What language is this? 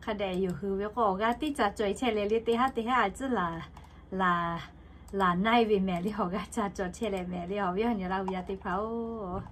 Lahu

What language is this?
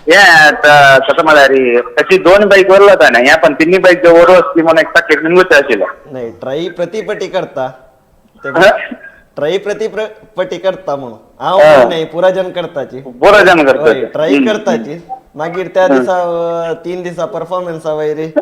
Konkani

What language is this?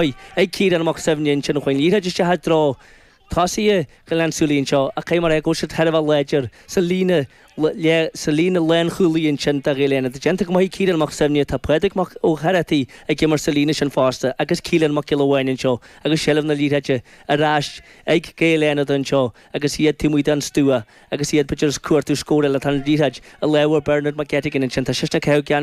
Irish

